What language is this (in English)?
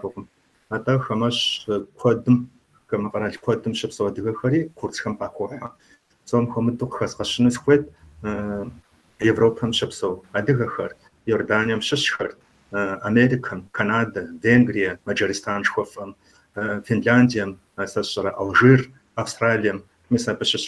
Kabardian